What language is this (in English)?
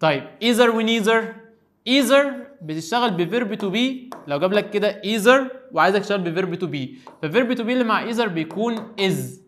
Egyptian Arabic